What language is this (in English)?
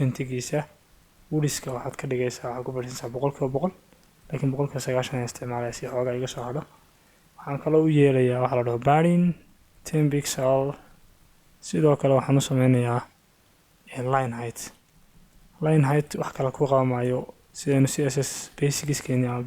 Somali